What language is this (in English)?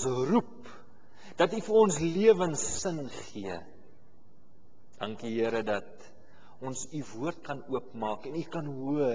Afrikaans